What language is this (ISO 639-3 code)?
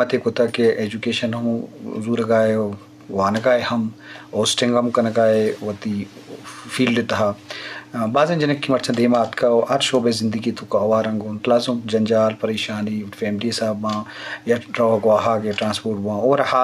bgp